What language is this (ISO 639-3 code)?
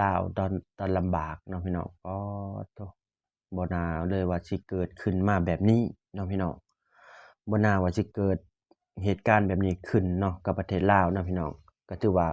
lao